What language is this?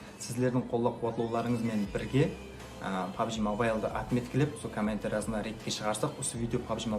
Kara-Kalpak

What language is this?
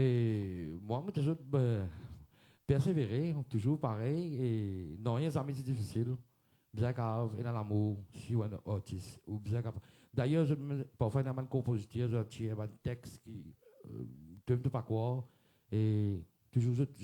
Morisyen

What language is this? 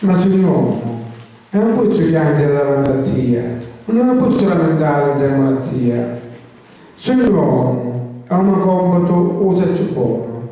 Sicilian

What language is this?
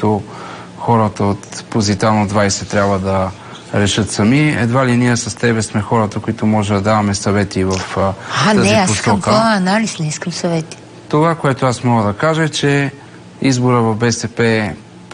Bulgarian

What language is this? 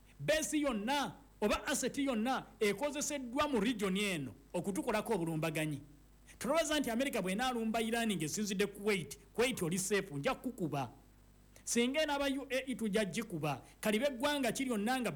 Ganda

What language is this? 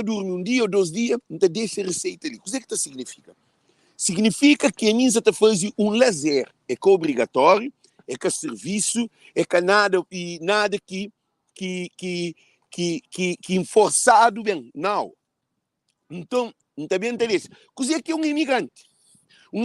Kabuverdianu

